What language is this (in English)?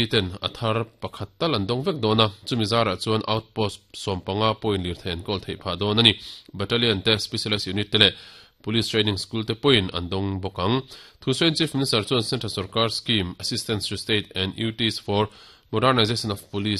Mizo